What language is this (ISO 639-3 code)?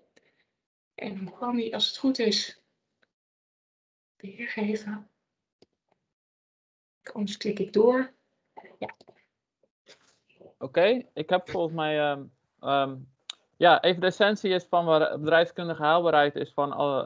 nld